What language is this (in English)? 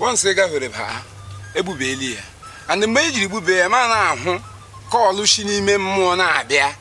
Igbo